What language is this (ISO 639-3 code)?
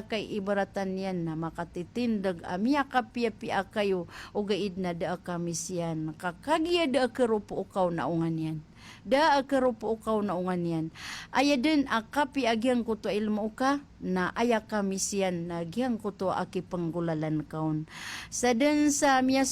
mrw